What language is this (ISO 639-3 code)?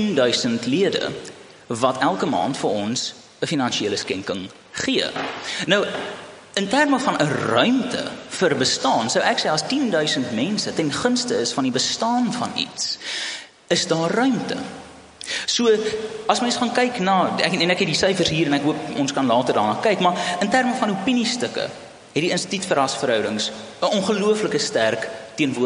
afr